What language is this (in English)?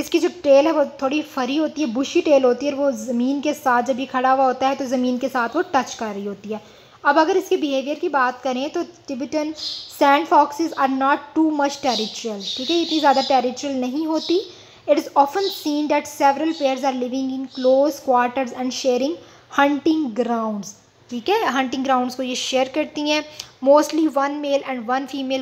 Hindi